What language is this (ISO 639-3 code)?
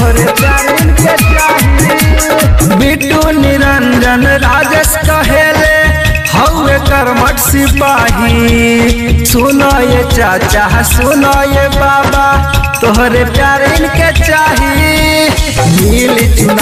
bho